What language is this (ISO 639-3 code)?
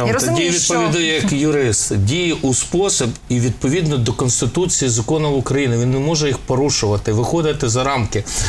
ukr